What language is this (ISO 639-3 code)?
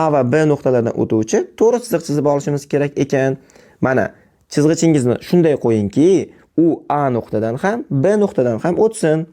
uzb